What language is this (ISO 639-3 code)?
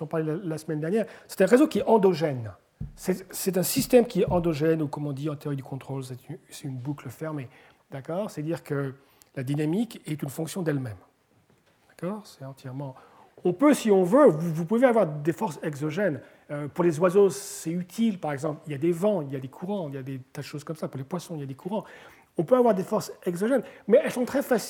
fra